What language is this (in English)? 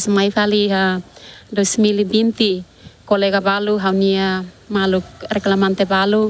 Tetum